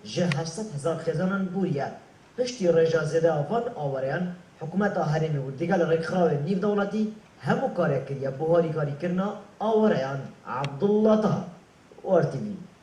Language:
Kurdish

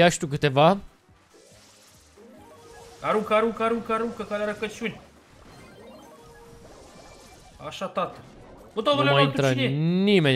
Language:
Romanian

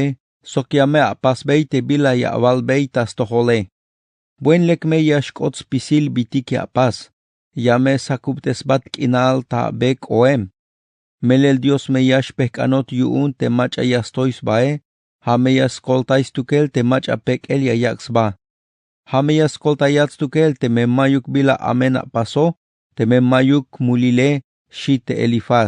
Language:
Tzeltal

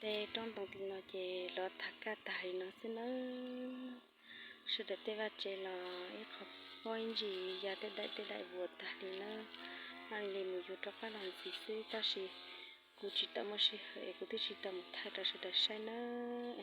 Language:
Hmong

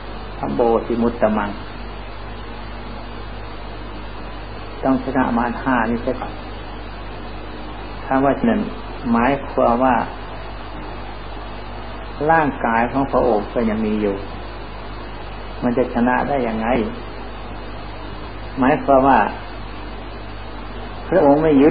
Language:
Thai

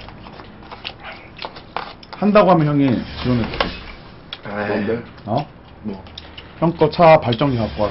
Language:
Korean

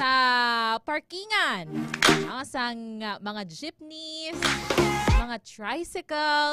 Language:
Hiligaynon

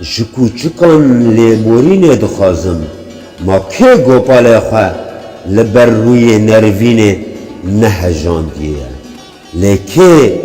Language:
Kurdish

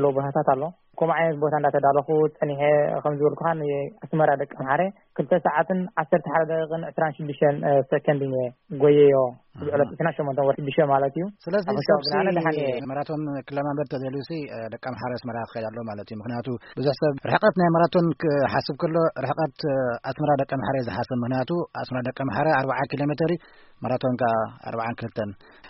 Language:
Tigrinya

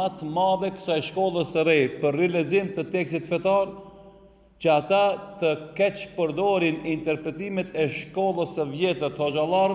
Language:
Albanian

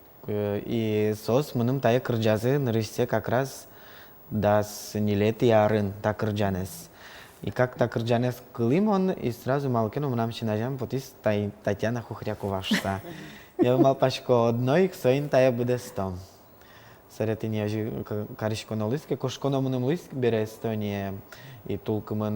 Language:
Udmurt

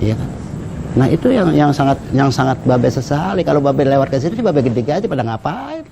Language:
Betawi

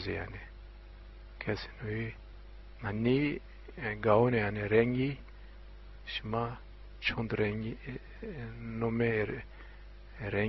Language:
Zaza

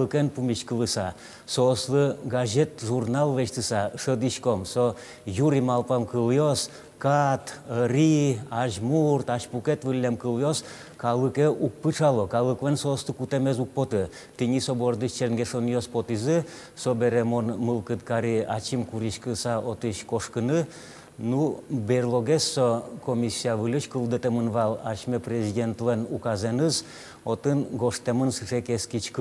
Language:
Udmurt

